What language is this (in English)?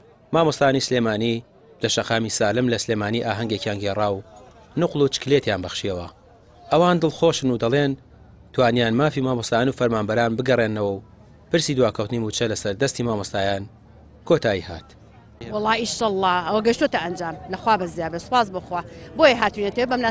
Central Kurdish